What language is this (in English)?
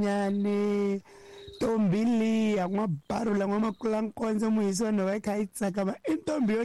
Tsonga